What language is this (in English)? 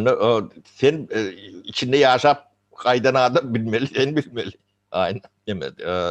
Turkmen